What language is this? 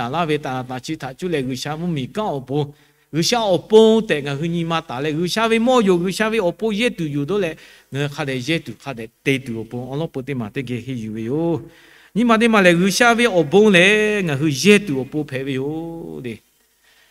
Lahu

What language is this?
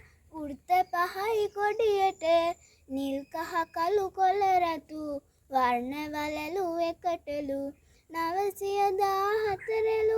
Sinhala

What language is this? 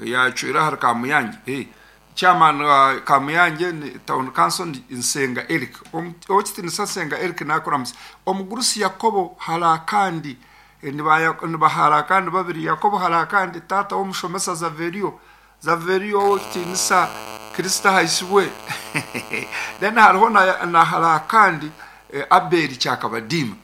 Nyoro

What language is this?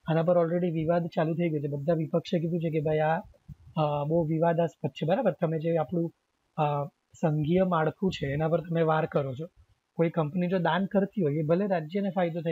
Gujarati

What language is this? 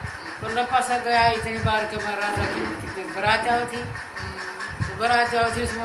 Haryanvi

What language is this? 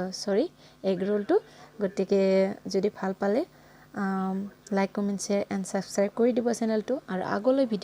Assamese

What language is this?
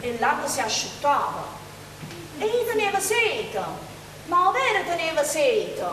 Neapolitan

